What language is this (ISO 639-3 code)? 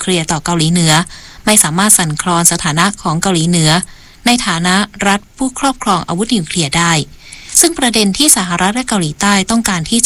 tha